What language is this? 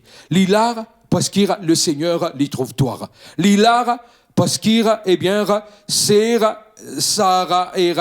Morisyen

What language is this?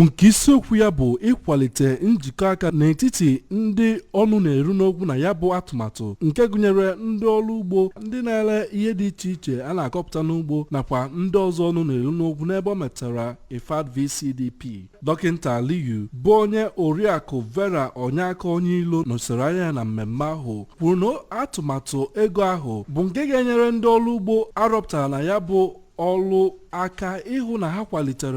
Igbo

